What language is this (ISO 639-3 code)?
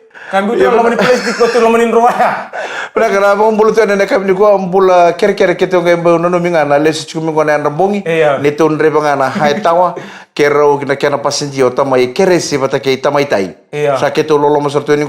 fij